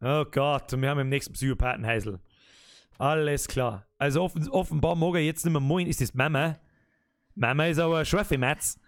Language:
Bavarian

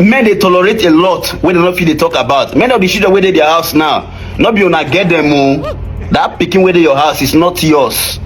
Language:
Nigerian Pidgin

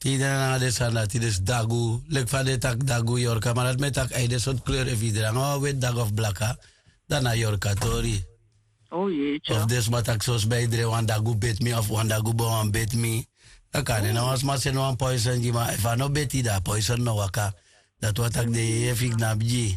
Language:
Sranan Tongo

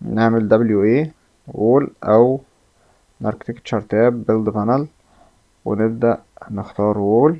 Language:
Egyptian Arabic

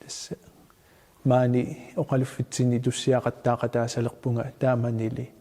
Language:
Kalaallisut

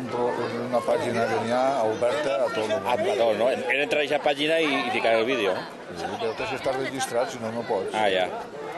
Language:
Catalan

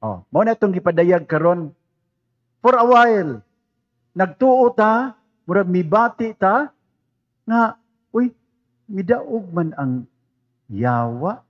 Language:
Cebuano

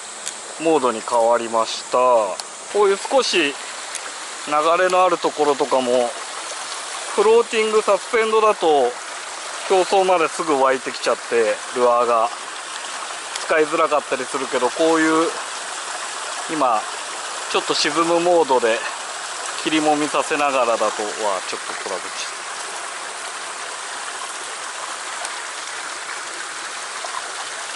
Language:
Japanese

